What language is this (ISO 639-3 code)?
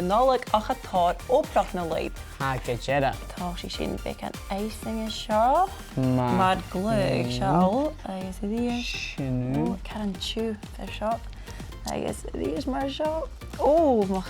gla